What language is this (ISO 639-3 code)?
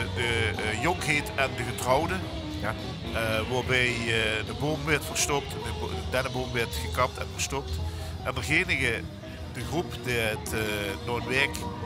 lim